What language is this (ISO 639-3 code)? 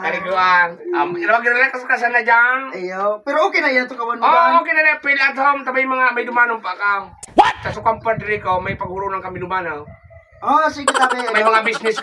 bik